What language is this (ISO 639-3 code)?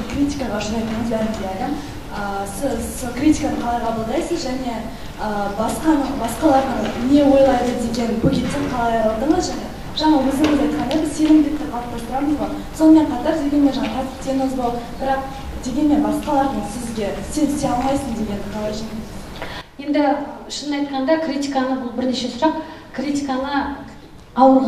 kaz